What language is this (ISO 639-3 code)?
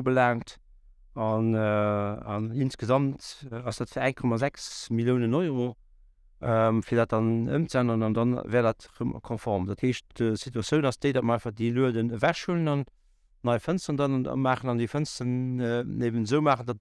ltz